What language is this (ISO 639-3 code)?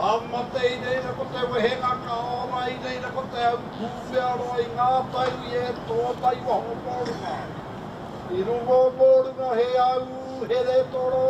mri